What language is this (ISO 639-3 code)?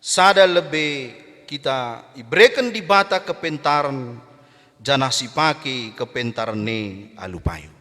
btx